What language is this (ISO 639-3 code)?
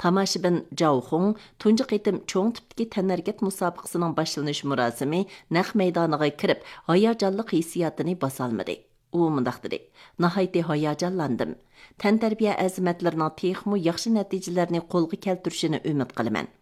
uig